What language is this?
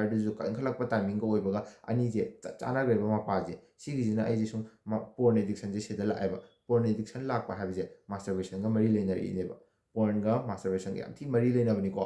Manipuri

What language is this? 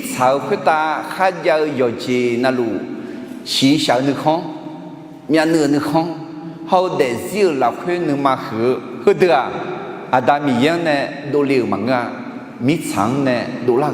Akha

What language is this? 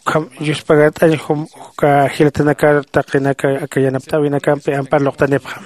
Aymara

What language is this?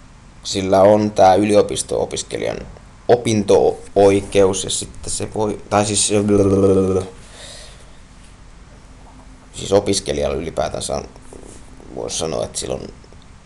Finnish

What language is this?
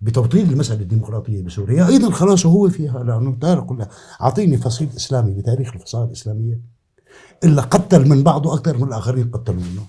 North Levantine Arabic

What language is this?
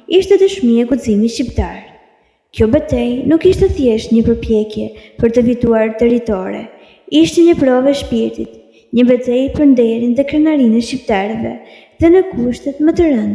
Albanian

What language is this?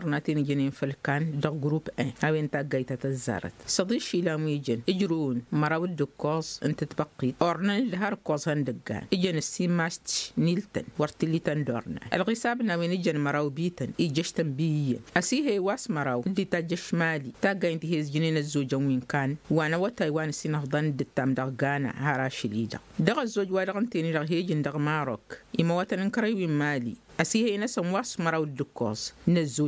Tamasheq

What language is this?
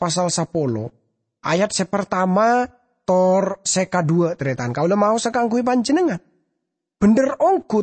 Madurese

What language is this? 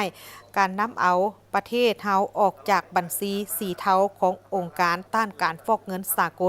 Lao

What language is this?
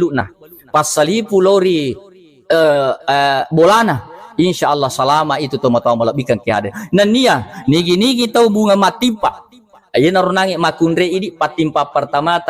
Buginese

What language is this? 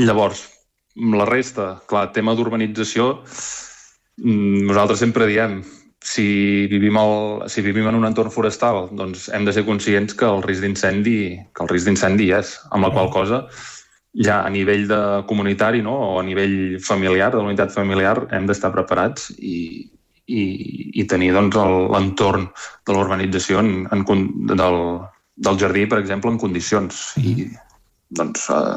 Catalan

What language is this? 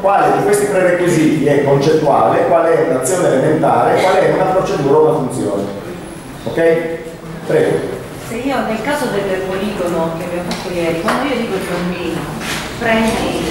Italian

